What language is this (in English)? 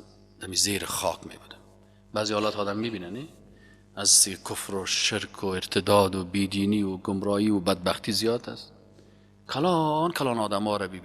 Persian